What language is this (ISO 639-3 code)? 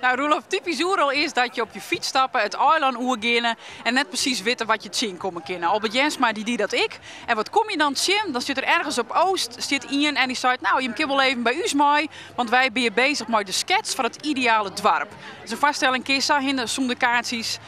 fry